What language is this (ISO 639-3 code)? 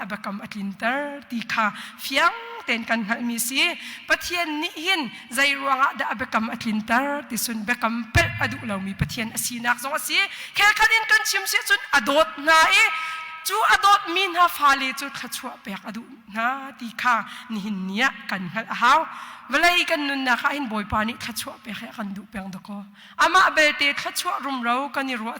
cnh